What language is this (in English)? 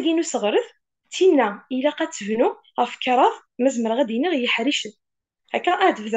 Kabyle